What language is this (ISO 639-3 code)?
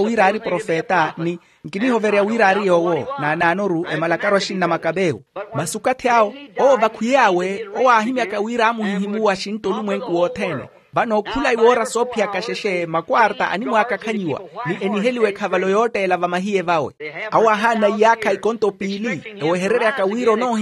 vmw